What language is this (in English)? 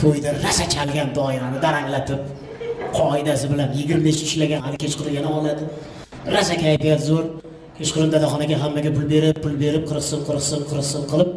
Uzbek